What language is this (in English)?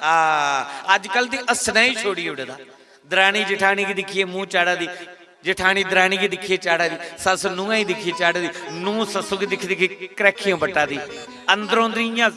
Dogri